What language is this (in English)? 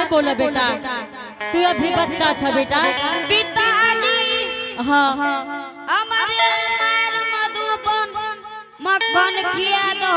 Angika